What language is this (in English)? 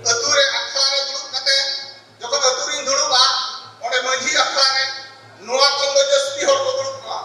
Santali